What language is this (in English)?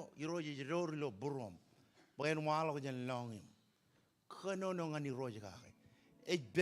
Marshallese